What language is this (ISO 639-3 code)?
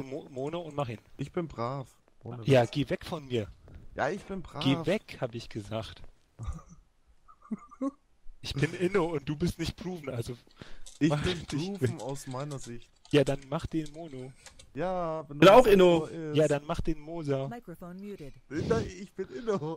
deu